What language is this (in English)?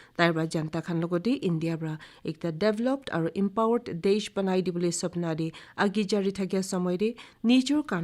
Naga Pidgin